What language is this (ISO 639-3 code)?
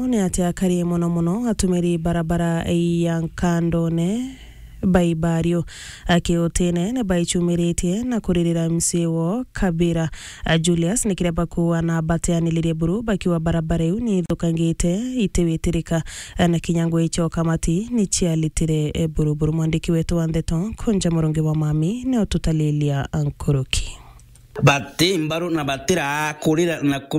mer